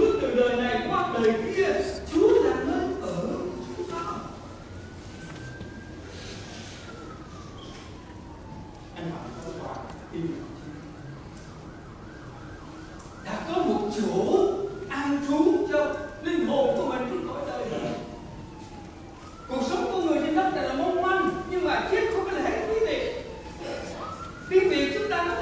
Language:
Vietnamese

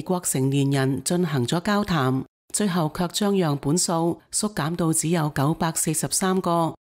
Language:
Cantonese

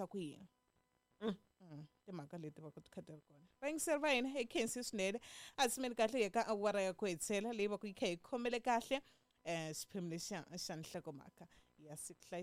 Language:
Tsonga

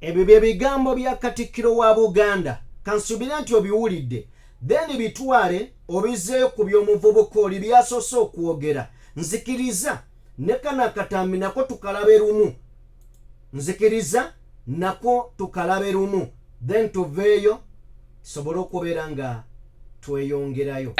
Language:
Ganda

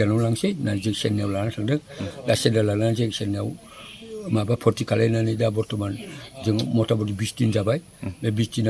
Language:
Bodo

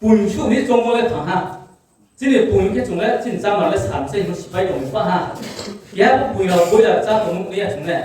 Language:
Riang (India)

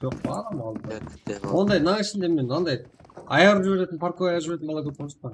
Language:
Kara-Kalpak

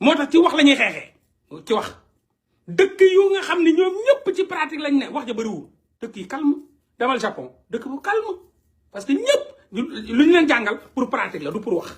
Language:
Wolof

